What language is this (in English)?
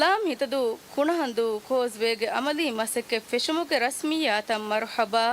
Divehi